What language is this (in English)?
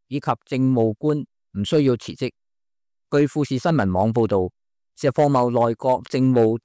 Cantonese